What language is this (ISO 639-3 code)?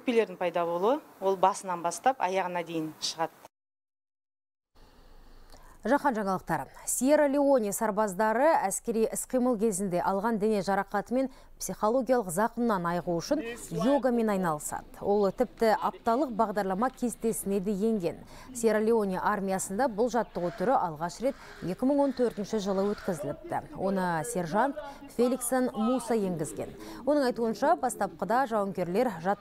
kaz